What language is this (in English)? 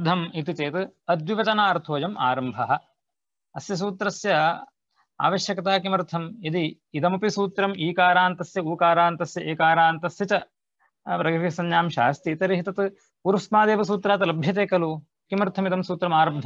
Sanskrit